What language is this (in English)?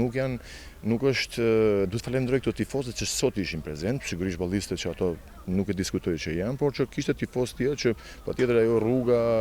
Albanian